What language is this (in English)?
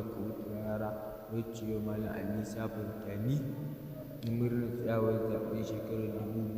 Hausa